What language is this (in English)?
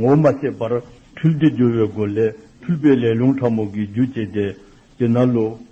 Dzongkha